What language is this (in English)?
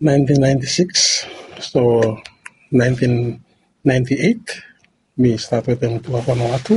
Bislama